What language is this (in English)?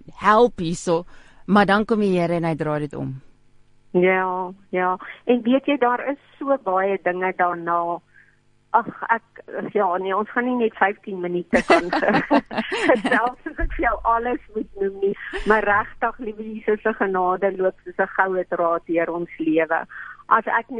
Afrikaans